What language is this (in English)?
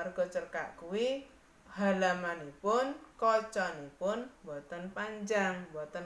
Javanese